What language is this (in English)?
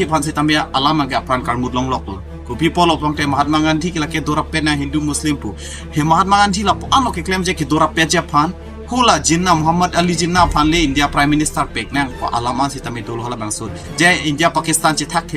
Karbi